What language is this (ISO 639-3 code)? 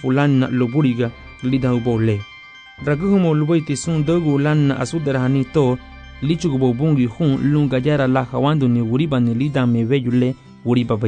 cab